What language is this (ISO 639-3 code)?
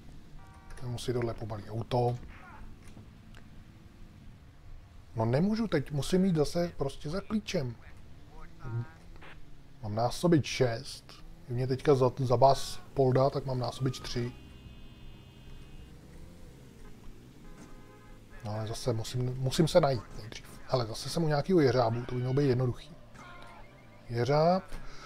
ces